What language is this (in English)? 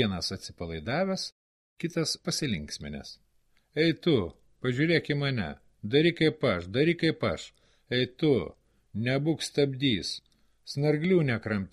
Lithuanian